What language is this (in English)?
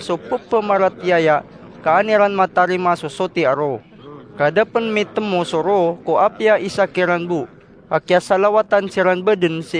Maranao